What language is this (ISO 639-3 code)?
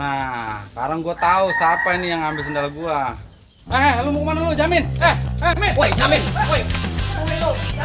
bew